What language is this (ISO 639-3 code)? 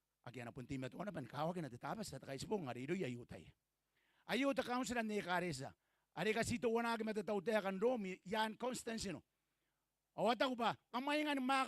gil